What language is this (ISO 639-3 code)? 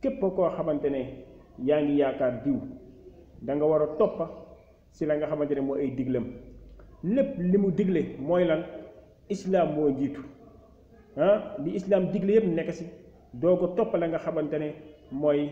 wol